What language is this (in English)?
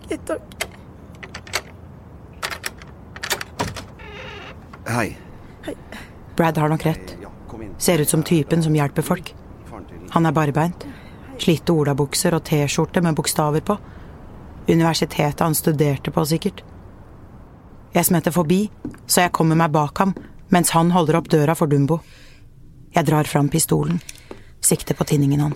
Norwegian